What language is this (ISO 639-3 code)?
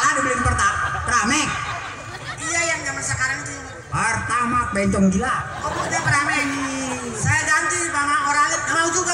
bew